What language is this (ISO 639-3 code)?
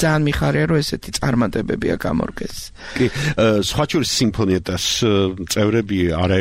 kat